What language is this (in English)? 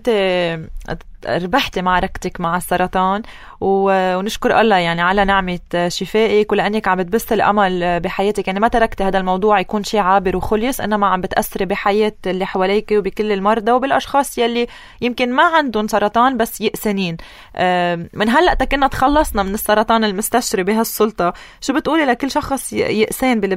North Levantine Arabic